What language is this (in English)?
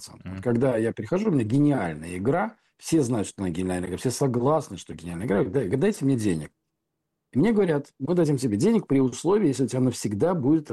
Russian